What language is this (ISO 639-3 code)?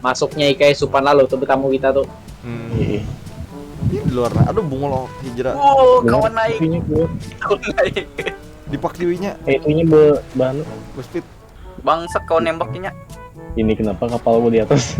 bjn